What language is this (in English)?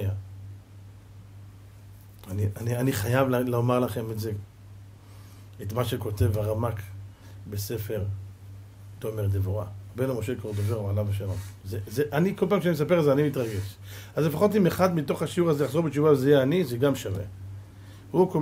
Hebrew